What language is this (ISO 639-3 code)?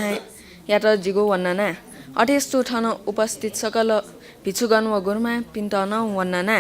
new